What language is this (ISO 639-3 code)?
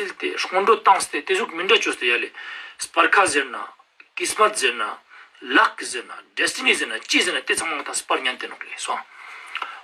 lbj